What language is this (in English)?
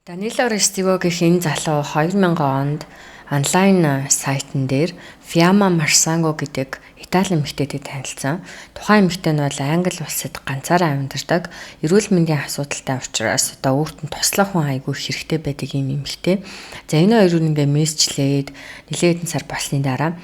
Mongolian